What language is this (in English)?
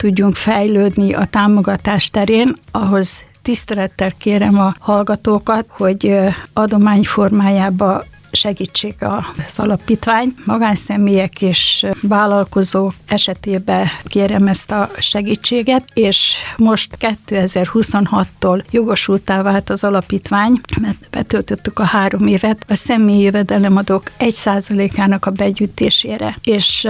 Hungarian